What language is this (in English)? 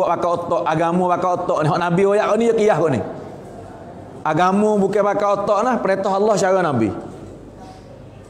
Malay